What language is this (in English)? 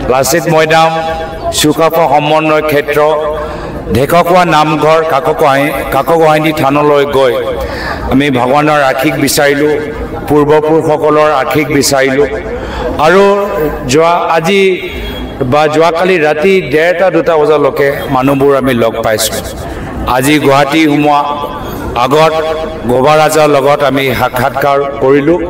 Assamese